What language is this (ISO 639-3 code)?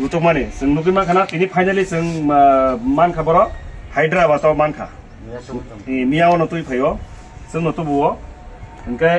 trp